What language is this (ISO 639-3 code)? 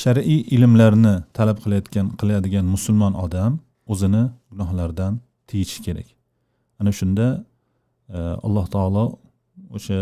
uzb